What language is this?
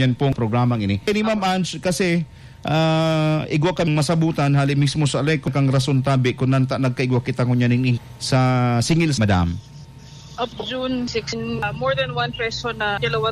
Bikol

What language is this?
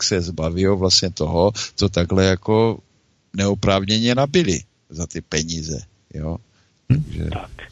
Czech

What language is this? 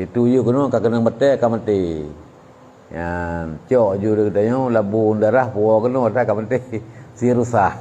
Achinese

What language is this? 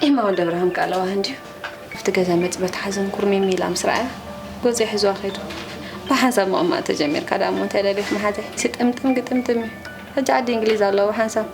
Tigrinya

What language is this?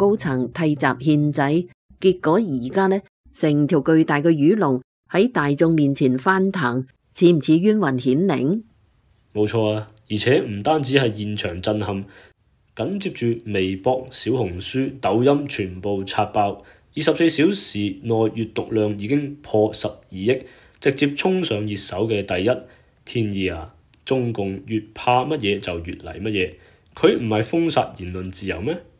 Cantonese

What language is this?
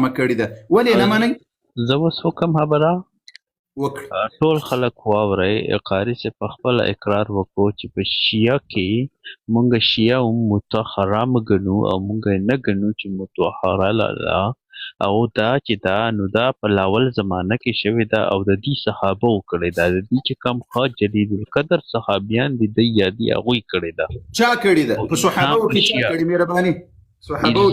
Pashto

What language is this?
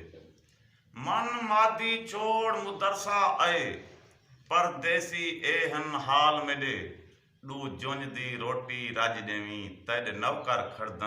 Saraiki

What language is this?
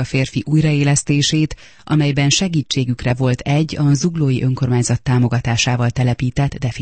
Hungarian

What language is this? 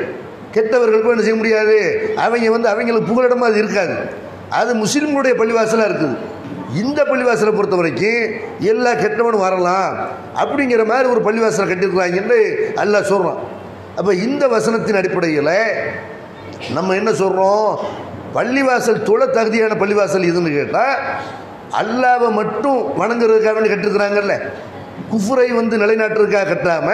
Tamil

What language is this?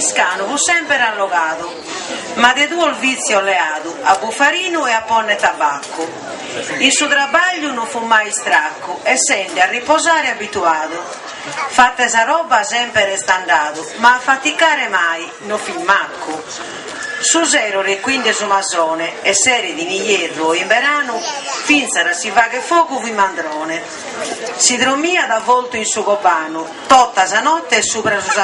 Sardinian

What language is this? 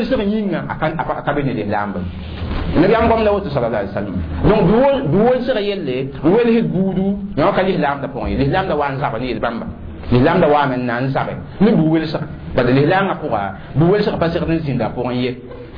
Mossi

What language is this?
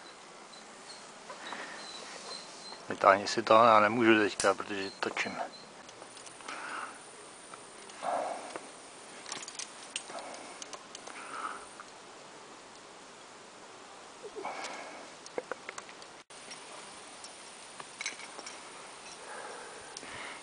Czech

